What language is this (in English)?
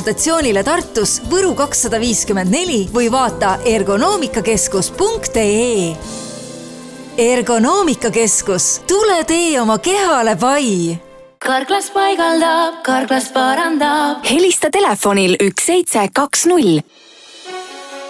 Estonian